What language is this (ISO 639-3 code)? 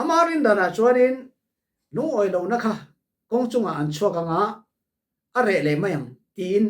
cfm